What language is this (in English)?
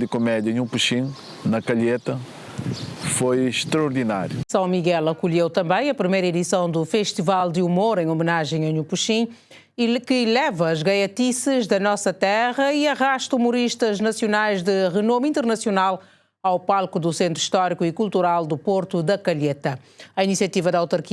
Kabuverdianu